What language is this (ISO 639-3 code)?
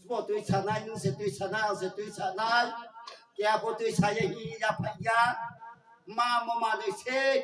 ria